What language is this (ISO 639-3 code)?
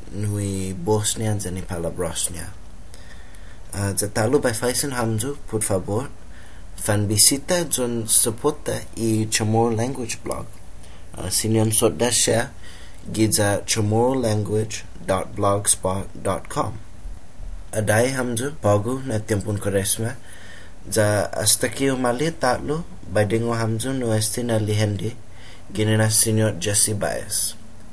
cha